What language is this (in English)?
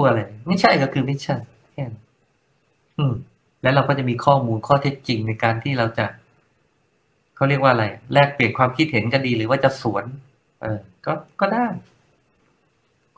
Thai